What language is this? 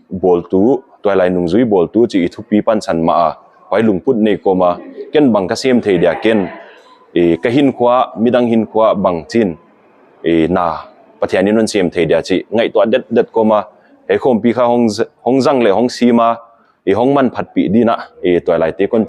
Paite Chin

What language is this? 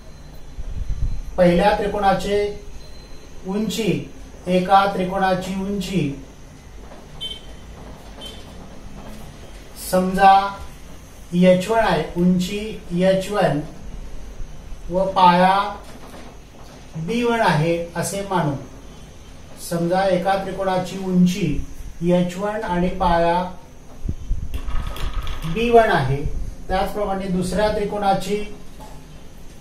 Marathi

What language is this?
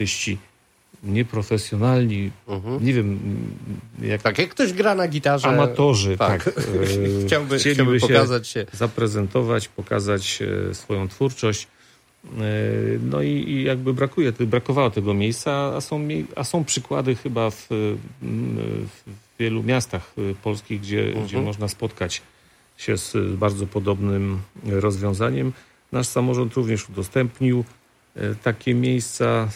Polish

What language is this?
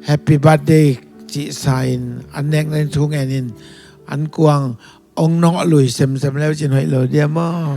Tedim Chin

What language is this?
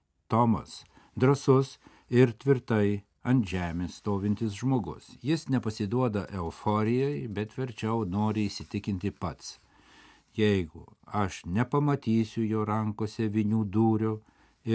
Lithuanian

